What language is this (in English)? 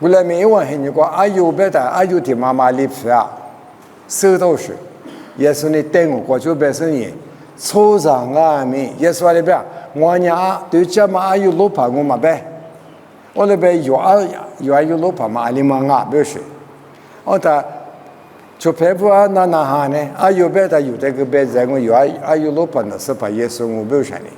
Lisu